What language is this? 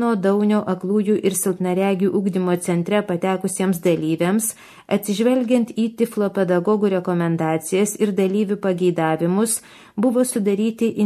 Lithuanian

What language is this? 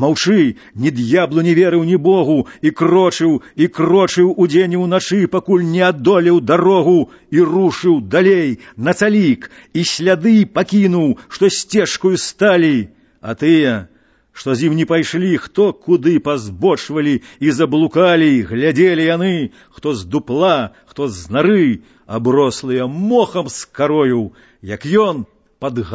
Belarusian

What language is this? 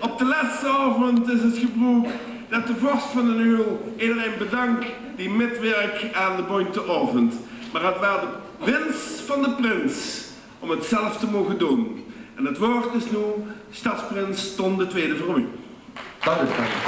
Limburgish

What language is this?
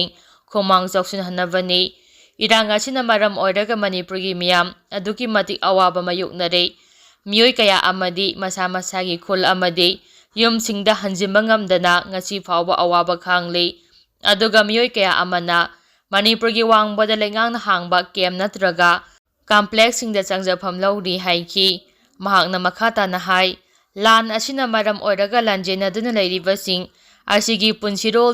Manipuri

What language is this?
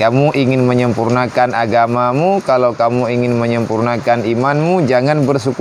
Achinese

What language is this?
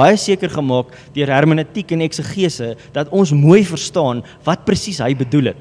Afrikaans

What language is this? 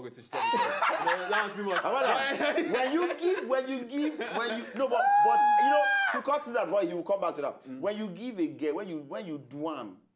Nigerian Pidgin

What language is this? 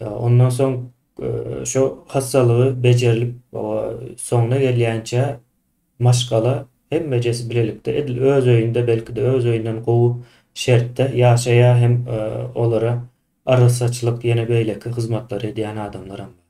Turkmen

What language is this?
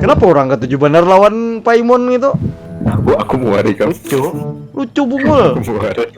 Banjar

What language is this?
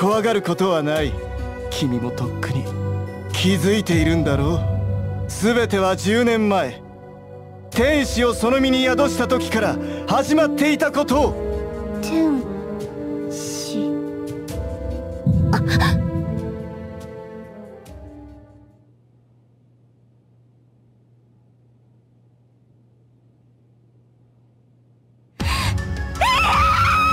Japanese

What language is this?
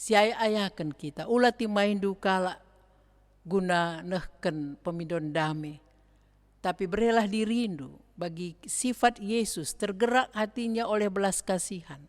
Batak Karo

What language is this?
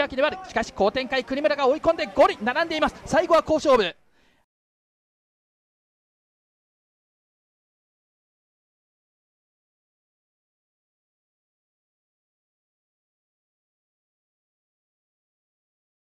Japanese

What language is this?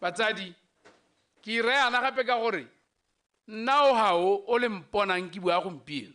Tswana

